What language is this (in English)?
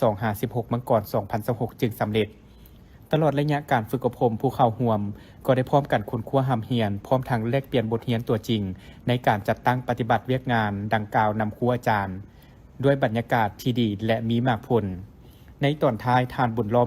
Lao